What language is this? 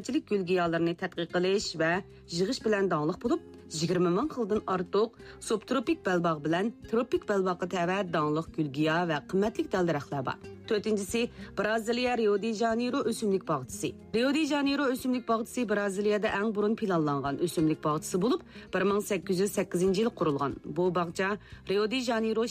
Uyghur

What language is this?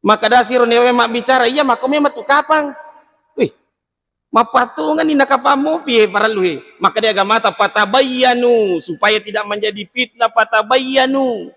Buginese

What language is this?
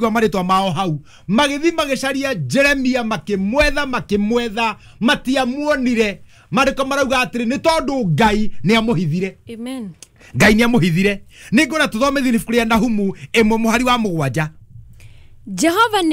Kikuyu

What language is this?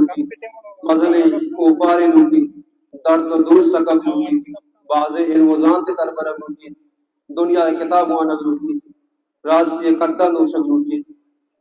Baluchi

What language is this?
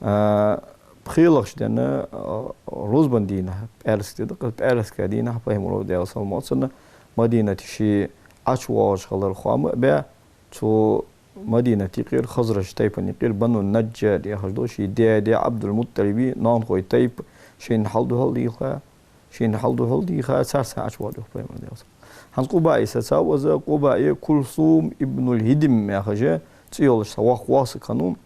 Ingush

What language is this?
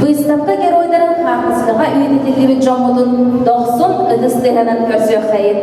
Yakut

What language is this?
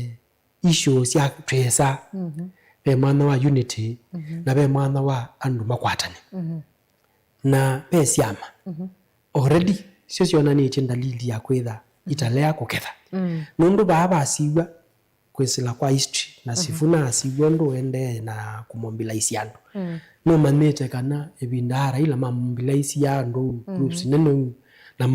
Kamba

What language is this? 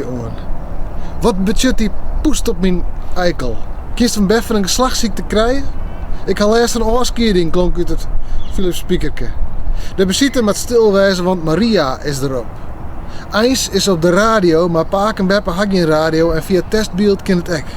Western Frisian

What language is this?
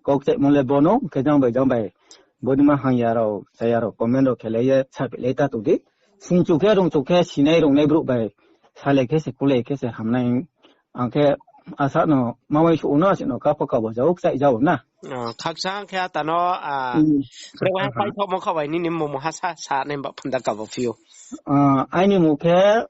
Riang (India)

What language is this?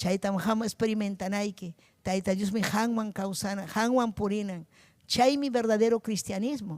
Ayacucho Quechua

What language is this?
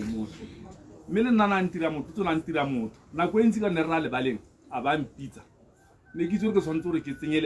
Tswana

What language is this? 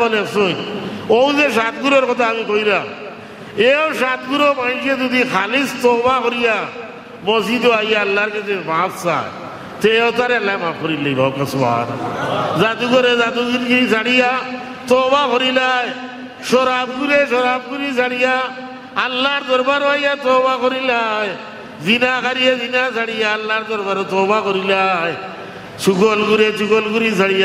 Sylheti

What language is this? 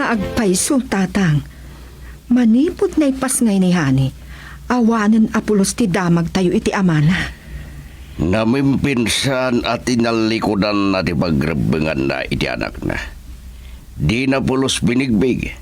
Iloko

